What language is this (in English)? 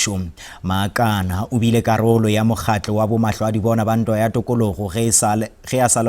Northern Sotho